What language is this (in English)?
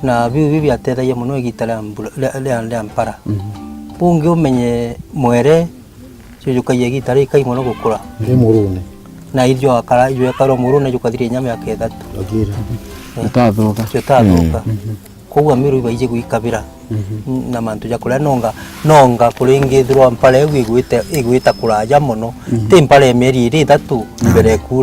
Meru